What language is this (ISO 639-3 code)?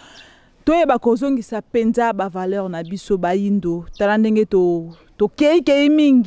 lin